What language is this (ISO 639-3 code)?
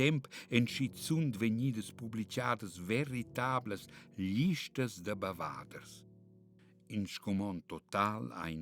roh